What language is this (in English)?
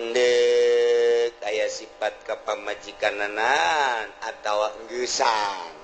Sundanese